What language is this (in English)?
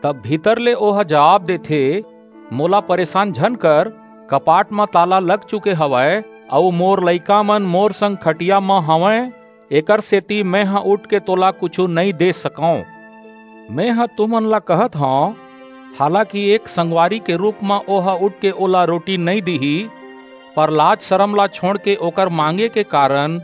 Chhattisgarhi